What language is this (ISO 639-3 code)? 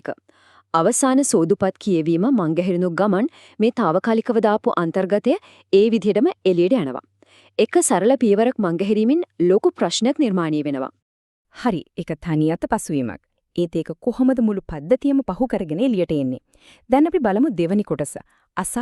sin